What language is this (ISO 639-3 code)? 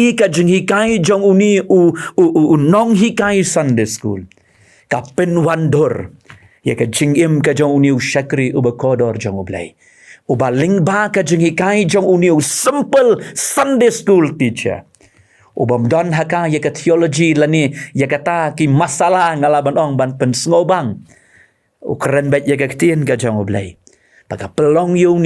kha